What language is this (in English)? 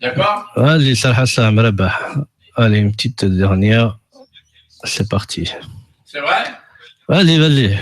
Kabyle